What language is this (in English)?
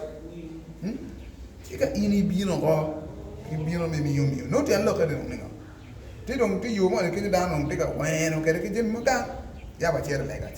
Acoli